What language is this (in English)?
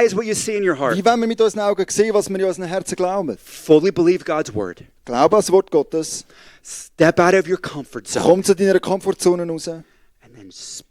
Swiss German